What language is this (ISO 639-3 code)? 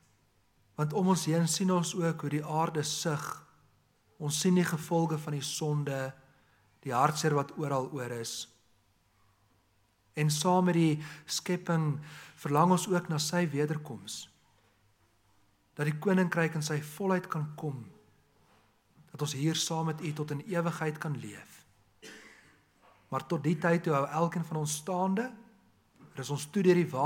afr